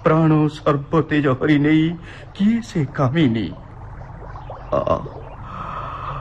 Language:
Odia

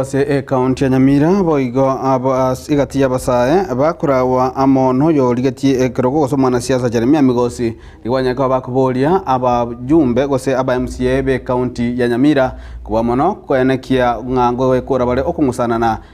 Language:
Gusii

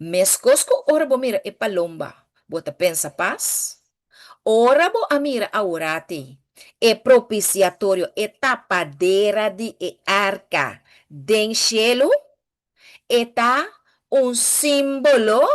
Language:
Papiamento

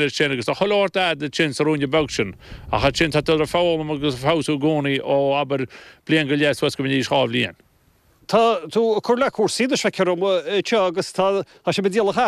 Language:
Irish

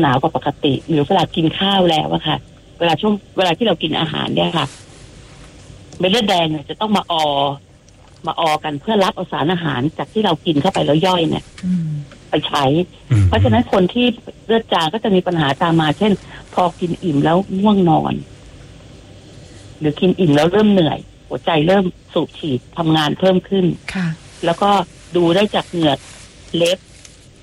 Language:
Thai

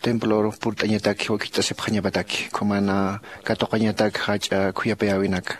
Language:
Aymara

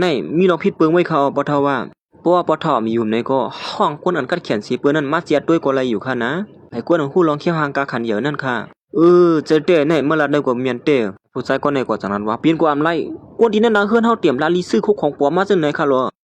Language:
Shan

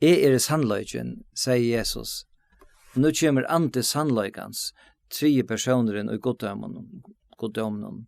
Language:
Faroese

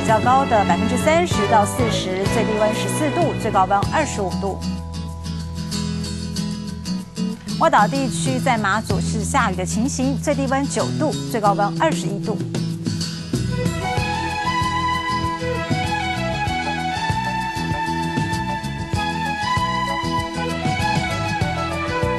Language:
Chinese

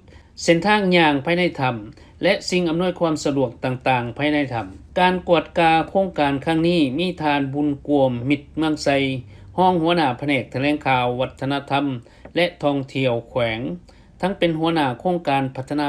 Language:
Lao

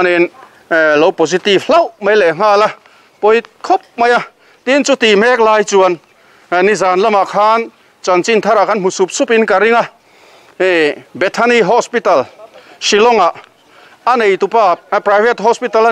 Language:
Mizo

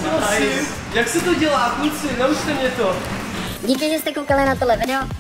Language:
Czech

